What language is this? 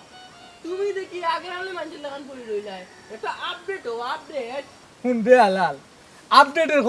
Sylheti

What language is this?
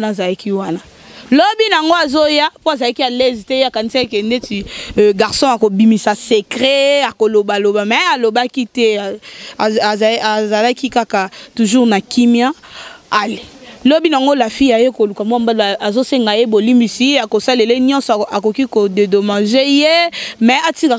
Lingala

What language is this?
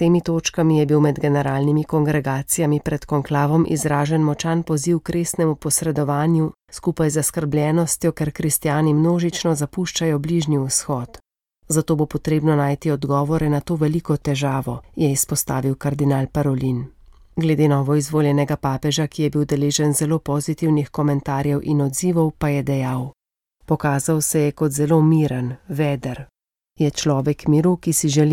Slovenian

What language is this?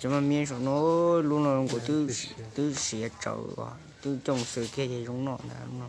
Hmong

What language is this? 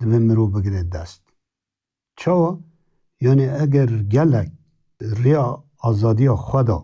Kurdish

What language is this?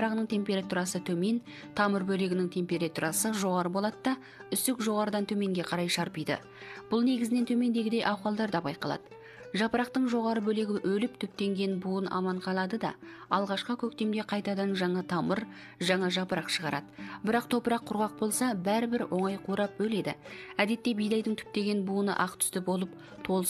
Kazakh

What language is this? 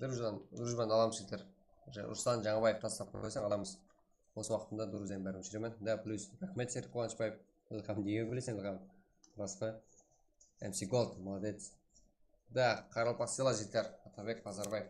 Kara-Kalpak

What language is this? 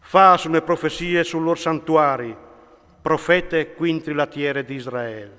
Friulian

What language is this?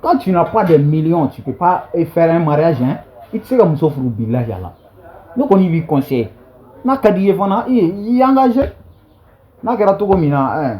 Bambara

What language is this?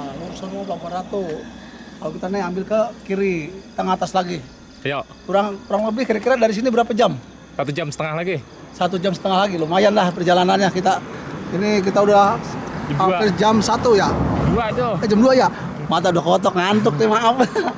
Betawi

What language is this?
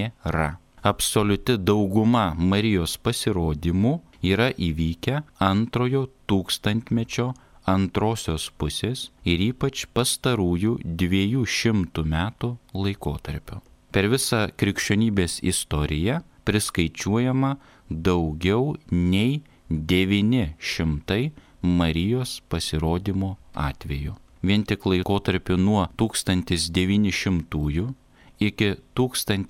Lithuanian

